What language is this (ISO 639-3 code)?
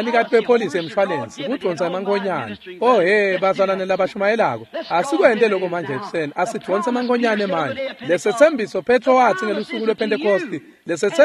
ssw